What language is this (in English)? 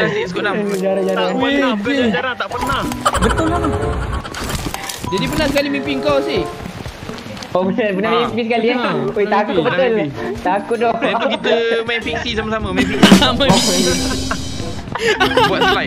Malay